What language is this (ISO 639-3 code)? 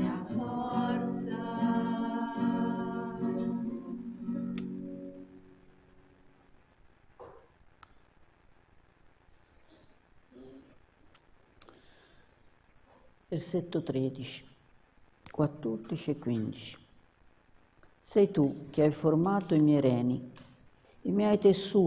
ita